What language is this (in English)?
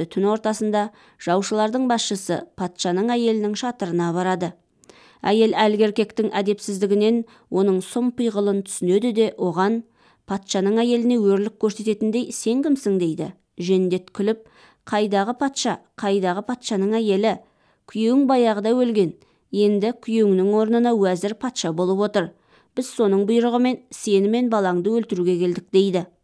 Kazakh